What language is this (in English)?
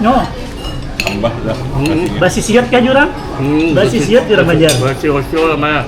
Banjar